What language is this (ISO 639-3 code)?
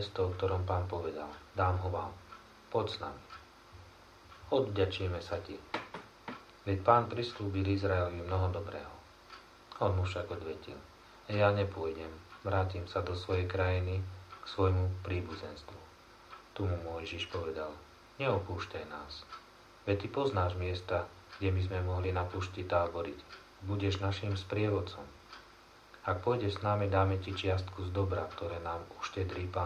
slk